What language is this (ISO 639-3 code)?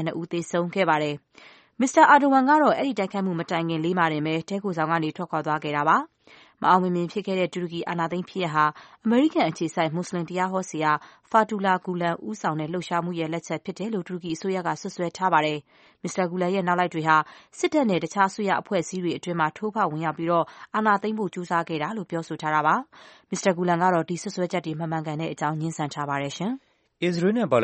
mya